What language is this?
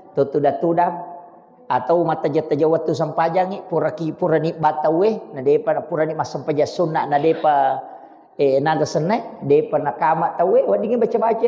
Buginese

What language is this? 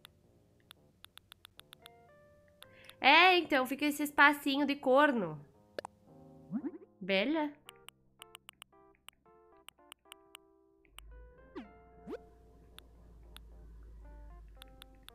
Portuguese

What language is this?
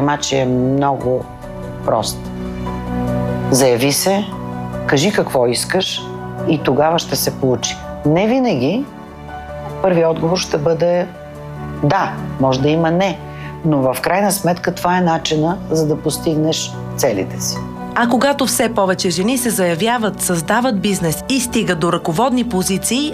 Bulgarian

